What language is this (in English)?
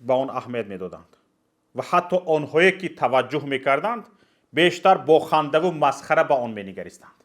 Tajik